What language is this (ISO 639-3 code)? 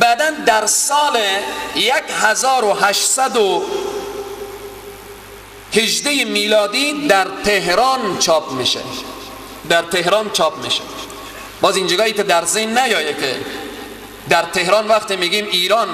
fas